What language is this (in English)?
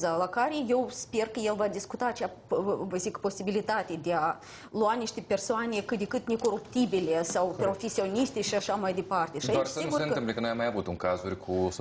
Romanian